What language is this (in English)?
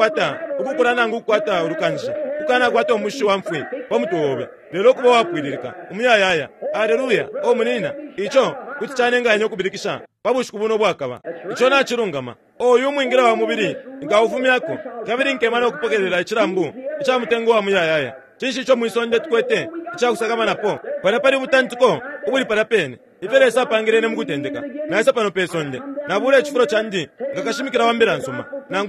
Bemba